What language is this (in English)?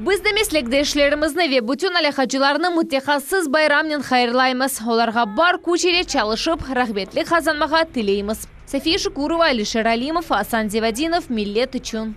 Crimean Tatar